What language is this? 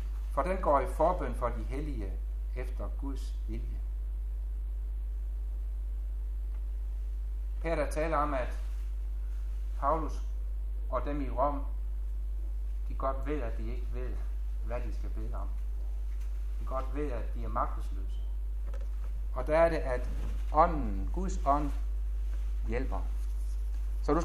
Danish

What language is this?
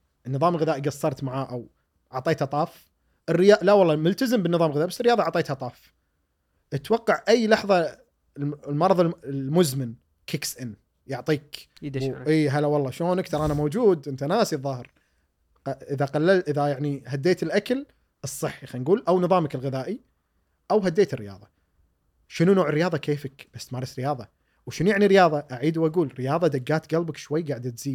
Gulf Arabic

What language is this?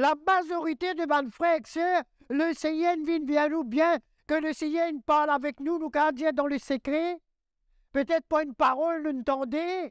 Morisyen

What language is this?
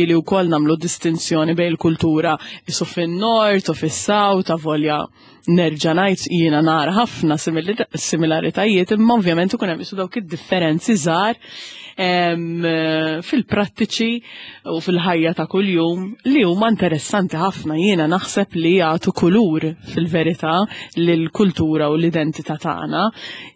Maltese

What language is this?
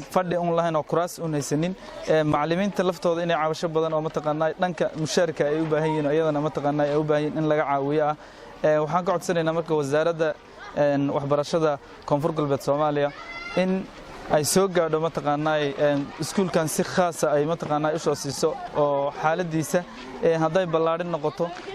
Somali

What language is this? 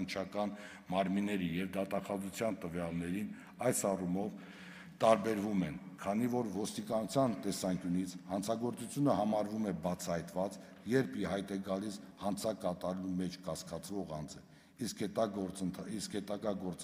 Armenian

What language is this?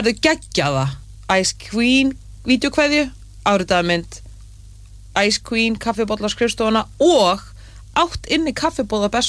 Icelandic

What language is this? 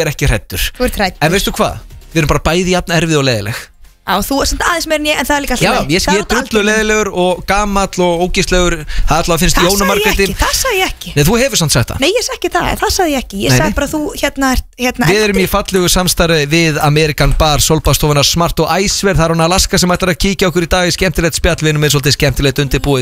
Icelandic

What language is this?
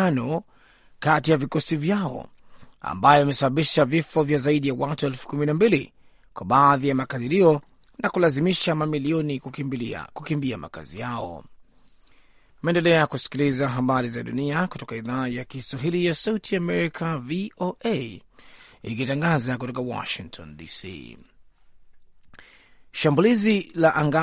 Swahili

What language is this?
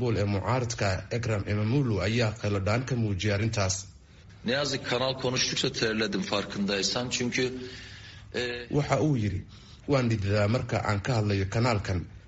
Somali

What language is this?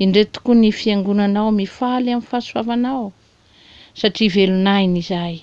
Malagasy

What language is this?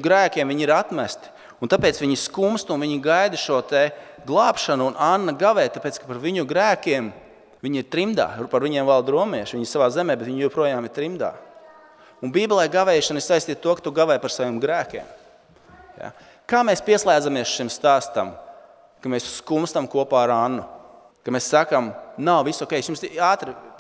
Latvian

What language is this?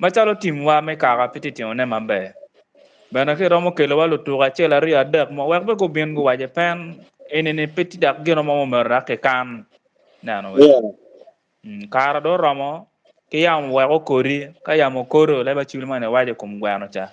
Acoli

